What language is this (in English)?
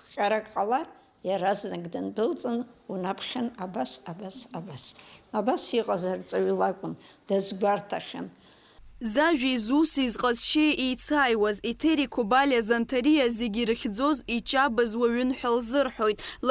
Abkhazian